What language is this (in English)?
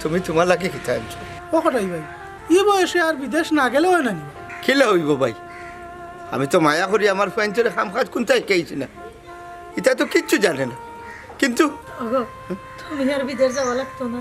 Sylheti